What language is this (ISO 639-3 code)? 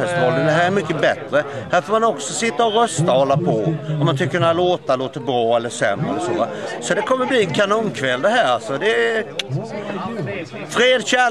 swe